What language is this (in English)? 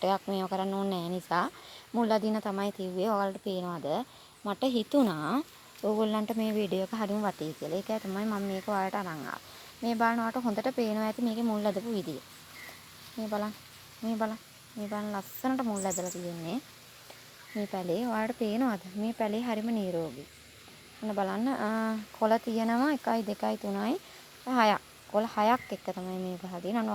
Sinhala